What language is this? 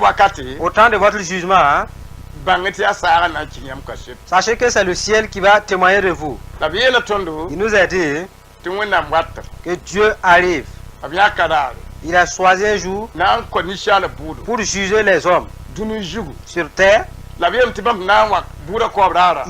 Mossi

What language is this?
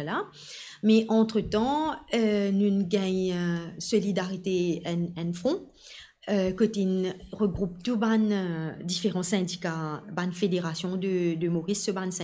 Morisyen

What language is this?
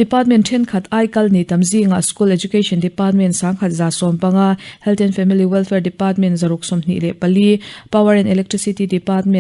Mizo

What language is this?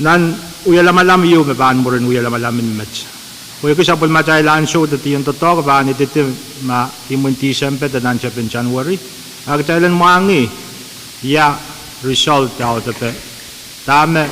Pohnpeian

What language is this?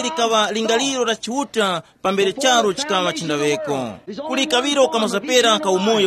Tumbuka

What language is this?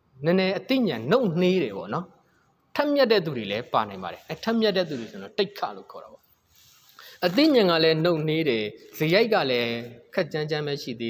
Burmese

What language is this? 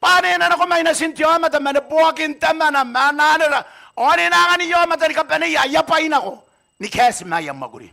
Gilbertese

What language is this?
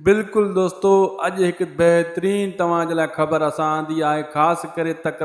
Sindhi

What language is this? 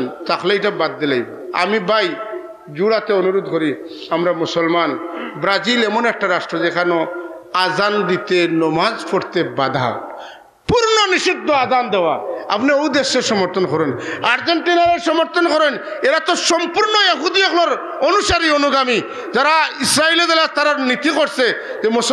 Sylheti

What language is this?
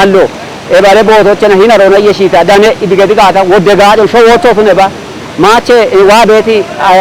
Kafa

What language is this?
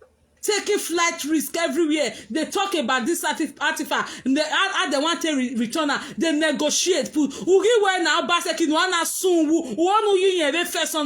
Nigerian Pidgin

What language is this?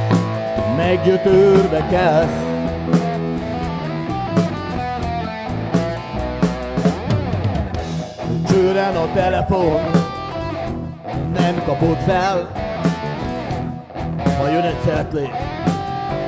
Hungarian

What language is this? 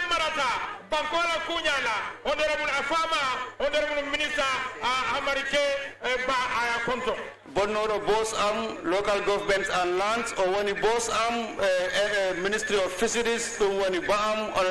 Fula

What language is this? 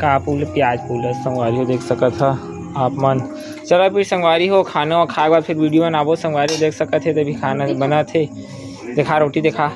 Chhattisgarhi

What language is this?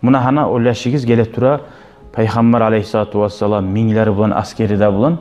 Kumyk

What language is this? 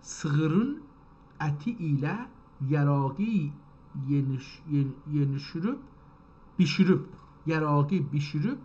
South Azerbaijani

